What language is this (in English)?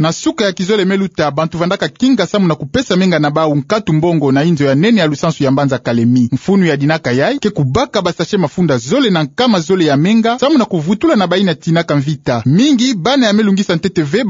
Kituba (Democratic Republic of Congo)